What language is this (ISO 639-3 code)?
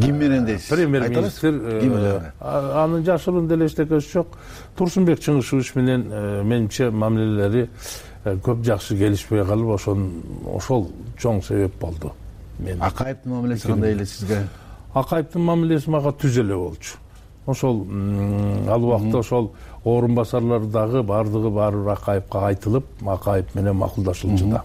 kir